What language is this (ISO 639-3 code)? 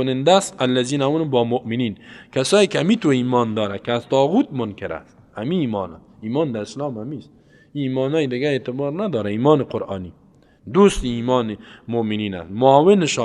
fas